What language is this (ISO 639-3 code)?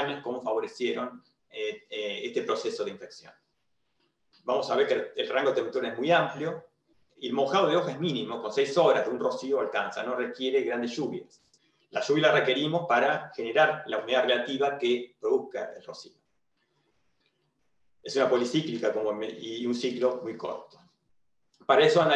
spa